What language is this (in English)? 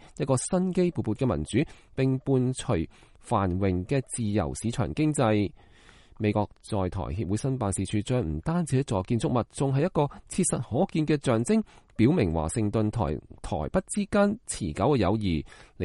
Cantonese